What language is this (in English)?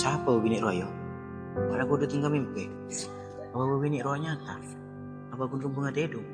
Madurese